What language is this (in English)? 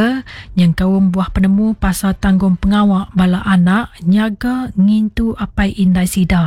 Iban